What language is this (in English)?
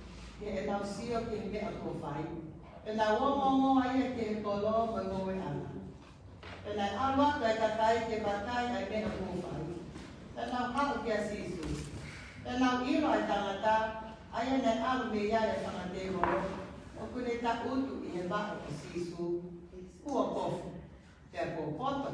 Tongan